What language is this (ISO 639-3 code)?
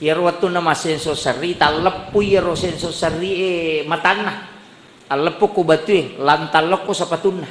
bug